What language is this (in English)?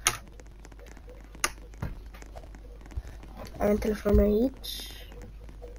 Romanian